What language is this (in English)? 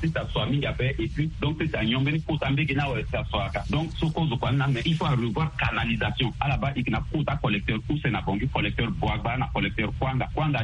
Sango